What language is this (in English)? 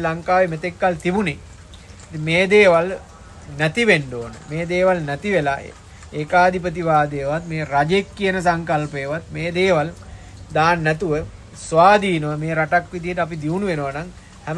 Sinhala